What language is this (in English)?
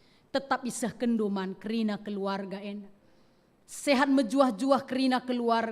Batak Karo